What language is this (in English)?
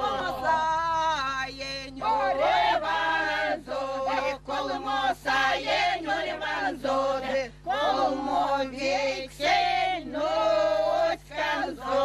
Erzya